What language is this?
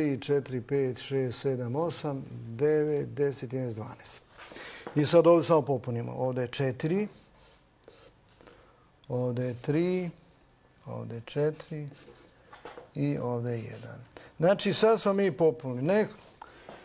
Bosnian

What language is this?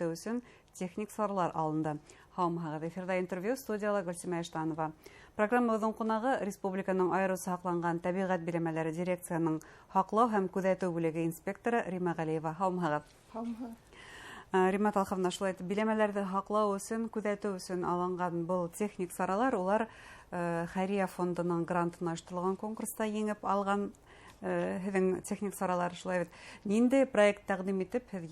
Bashkir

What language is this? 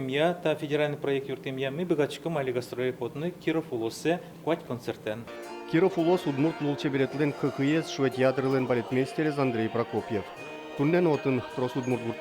Udmurt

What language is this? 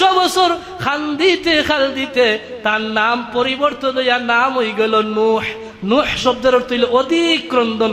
Sylheti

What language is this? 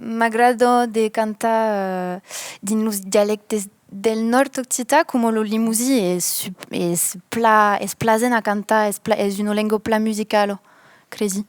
Occitan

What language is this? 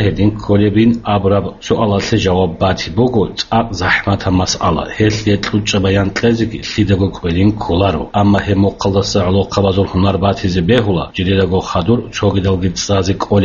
Avaric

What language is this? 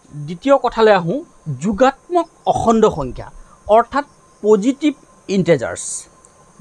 Assamese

